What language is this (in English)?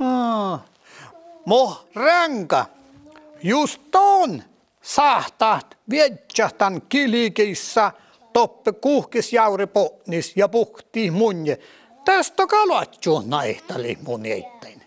Northern Sami